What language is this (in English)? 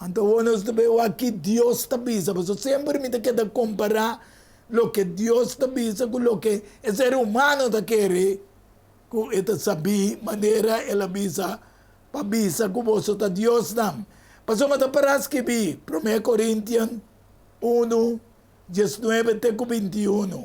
Papiamento